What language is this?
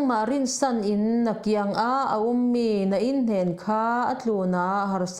Falam Chin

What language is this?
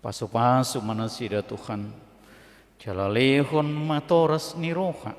Batak Toba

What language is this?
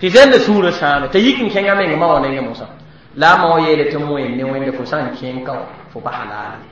Mossi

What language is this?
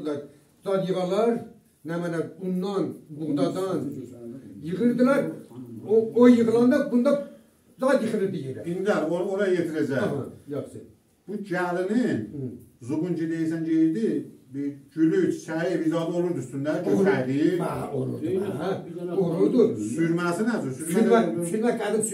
South Azerbaijani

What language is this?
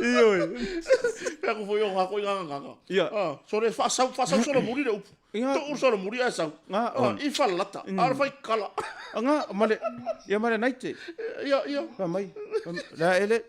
Samoan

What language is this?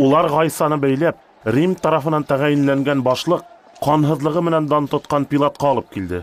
Bashkir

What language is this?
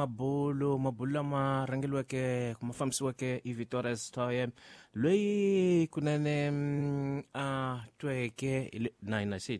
Tsonga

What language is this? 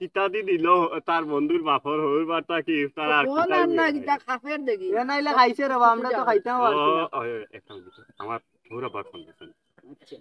Sylheti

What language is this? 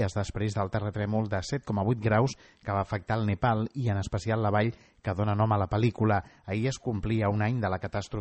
Catalan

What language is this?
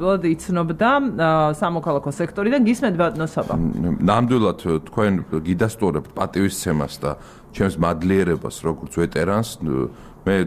Georgian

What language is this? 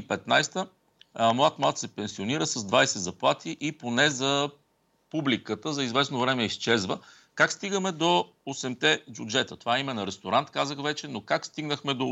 Bulgarian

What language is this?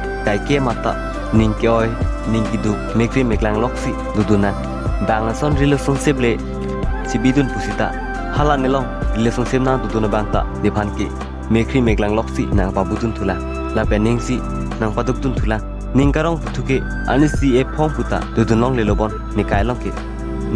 Karbi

